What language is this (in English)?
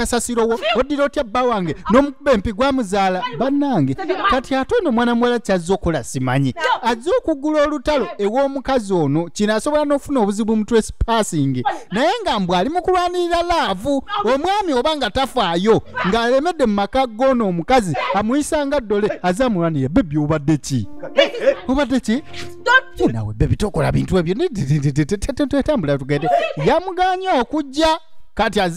Ganda